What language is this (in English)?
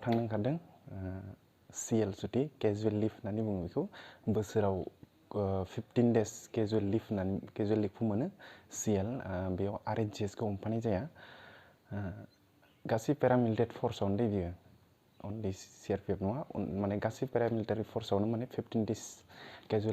Bodo